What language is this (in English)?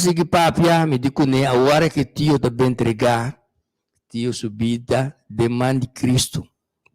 Papiamento